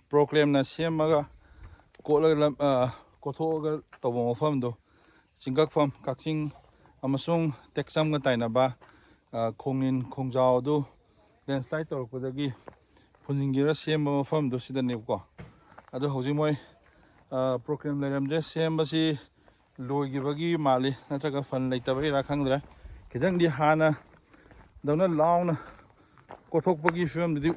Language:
Manipuri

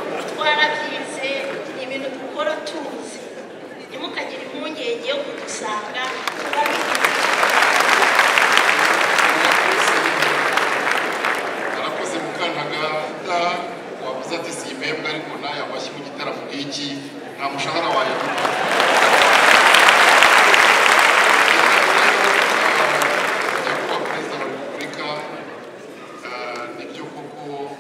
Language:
Kinyarwanda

